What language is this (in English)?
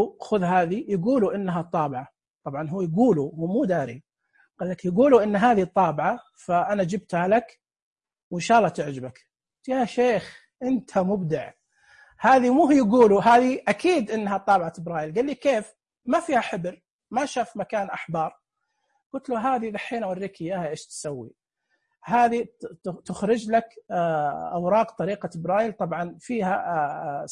Najdi Arabic